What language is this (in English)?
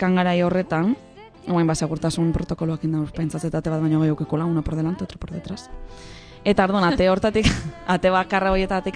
Basque